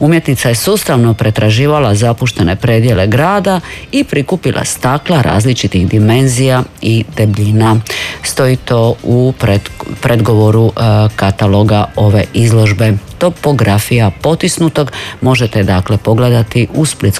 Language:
Croatian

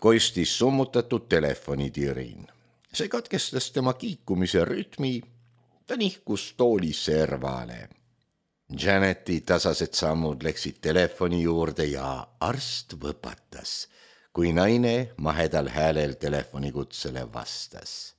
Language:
Estonian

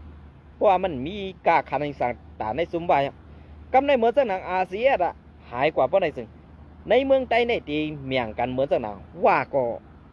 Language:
Shan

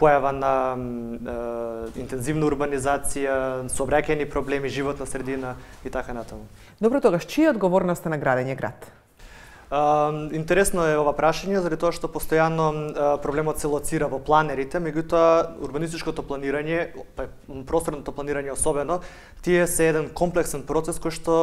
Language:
Macedonian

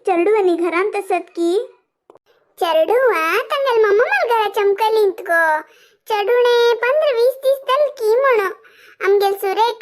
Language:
Konkani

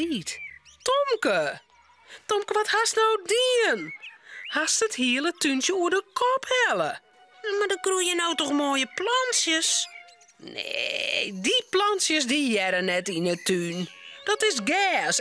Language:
Western Frisian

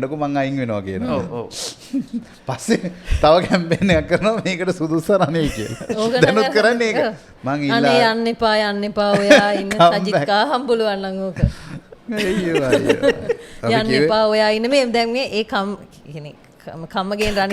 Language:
Sinhala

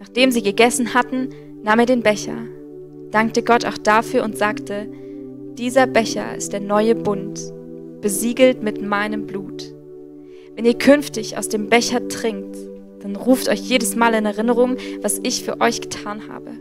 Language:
Swiss German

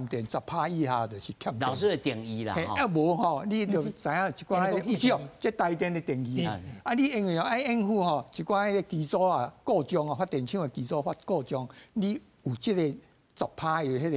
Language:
Min Nan Chinese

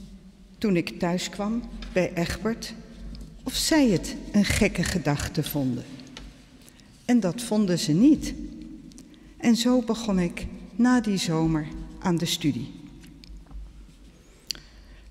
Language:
Dutch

